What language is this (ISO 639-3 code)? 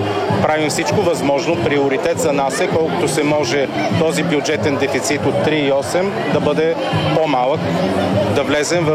bul